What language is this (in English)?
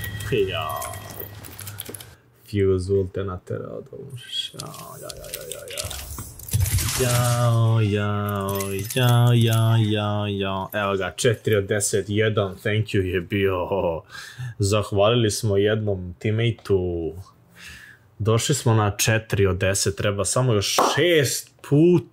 Croatian